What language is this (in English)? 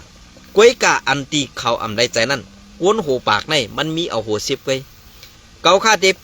Shan